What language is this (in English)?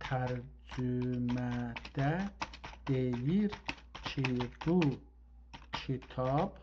South Azerbaijani